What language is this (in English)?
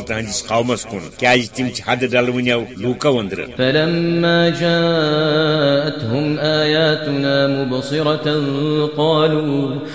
Kashmiri